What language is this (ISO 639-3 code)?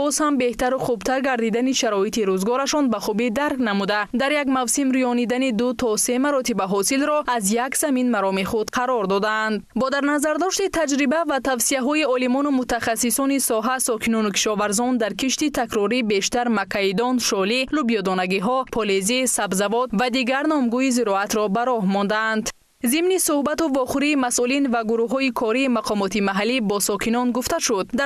tgk